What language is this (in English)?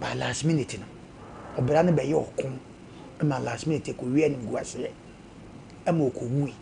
Akan